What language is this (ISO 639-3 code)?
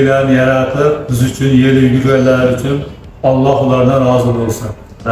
uzb